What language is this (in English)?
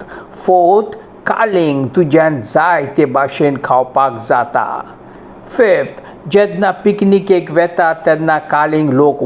Konkani